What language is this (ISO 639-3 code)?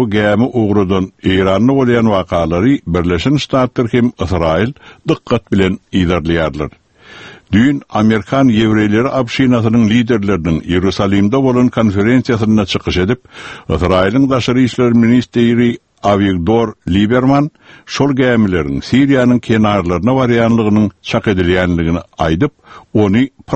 tuk